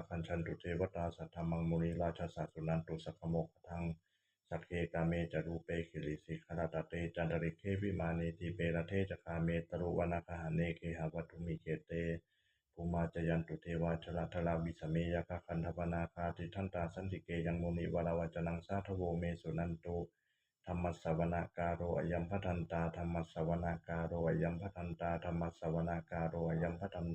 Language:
Pali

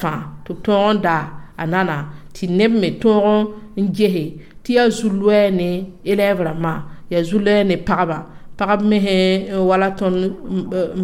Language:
Mossi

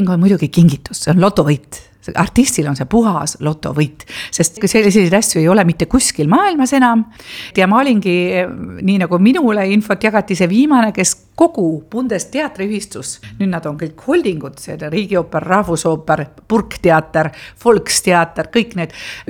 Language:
Estonian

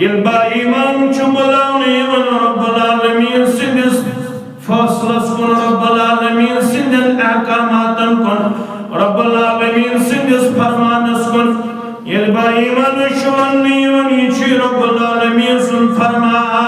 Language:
Kashmiri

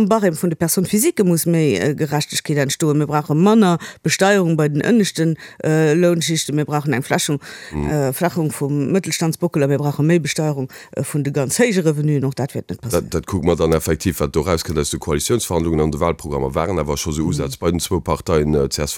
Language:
Luxembourgish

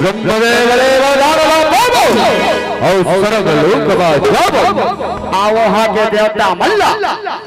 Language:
Chhattisgarhi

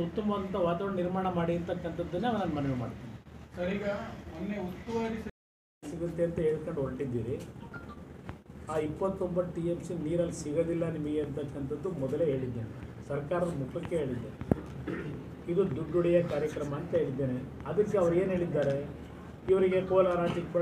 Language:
Kannada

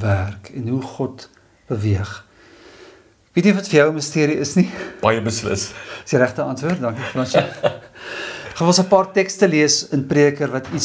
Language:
Afrikaans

